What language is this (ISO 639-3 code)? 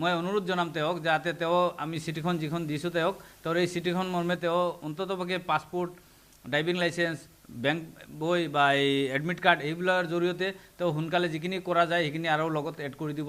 asm